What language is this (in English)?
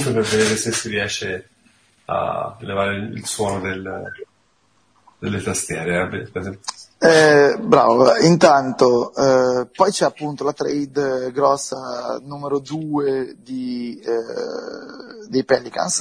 Italian